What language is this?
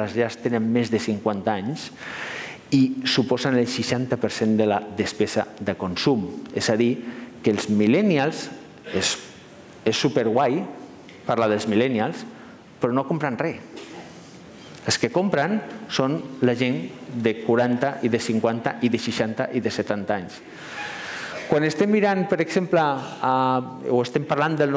Catalan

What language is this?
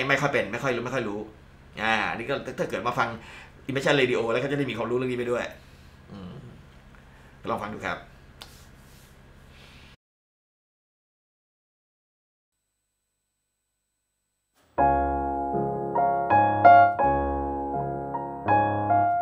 Thai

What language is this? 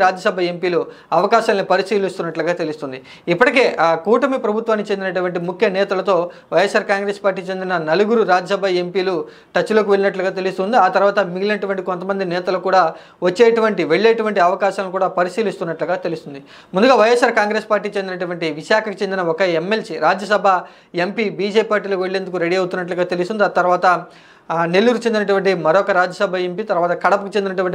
Telugu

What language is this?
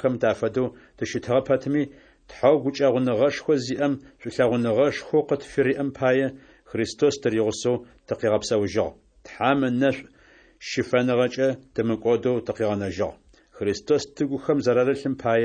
Adyghe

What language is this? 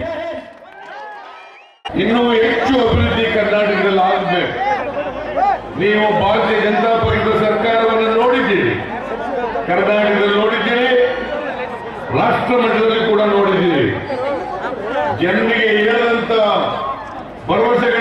Kannada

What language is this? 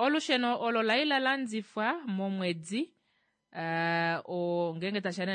Kuanyama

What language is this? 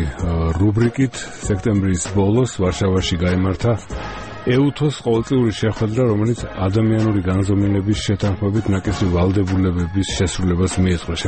Georgian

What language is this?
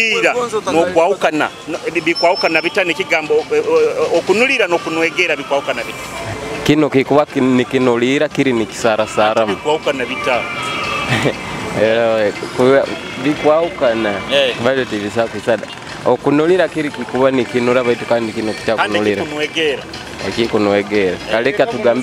Nyoro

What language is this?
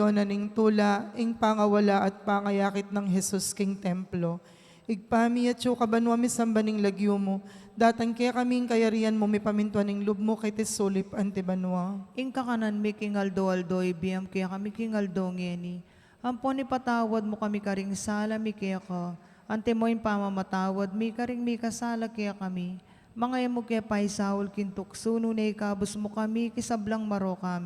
Pampanga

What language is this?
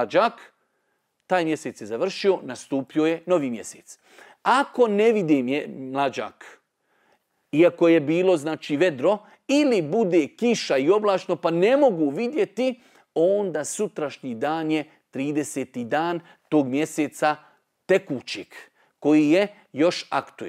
Bosnian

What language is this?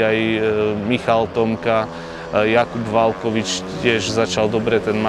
Slovak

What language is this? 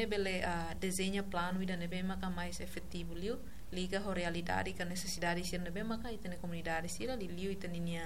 Tetum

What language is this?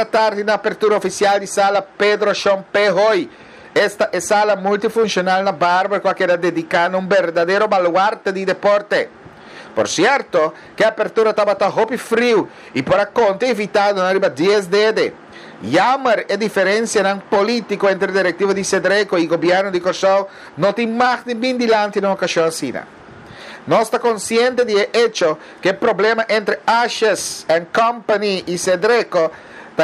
Papiamento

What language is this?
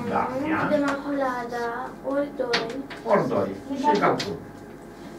Romanian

